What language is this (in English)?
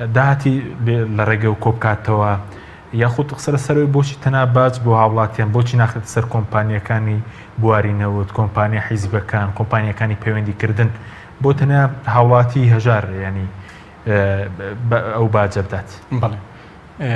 Central Kurdish